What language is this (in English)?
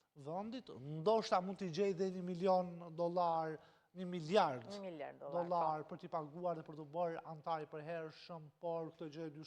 Albanian